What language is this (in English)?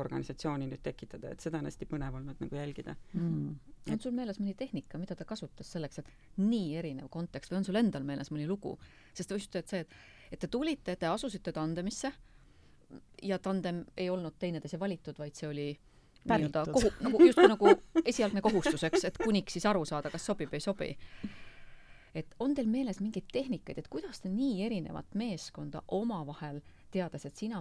Estonian